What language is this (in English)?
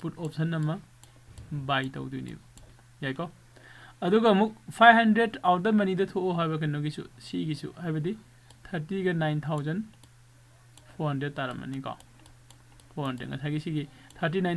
Manipuri